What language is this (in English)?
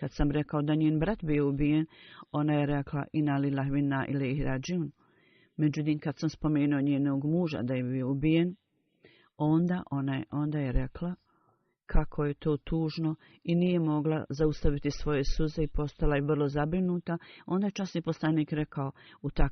Bosnian